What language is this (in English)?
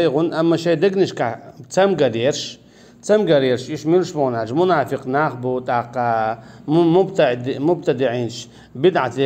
Chechen